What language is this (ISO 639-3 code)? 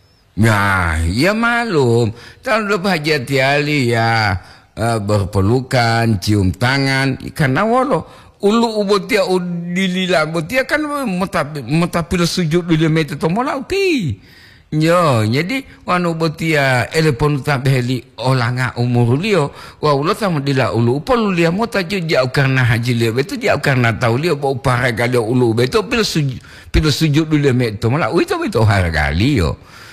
gor